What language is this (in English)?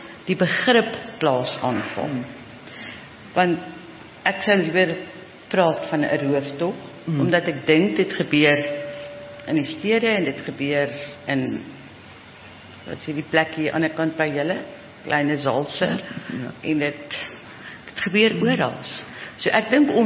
Afrikaans